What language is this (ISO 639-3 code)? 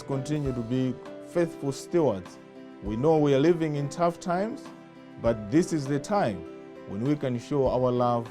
eng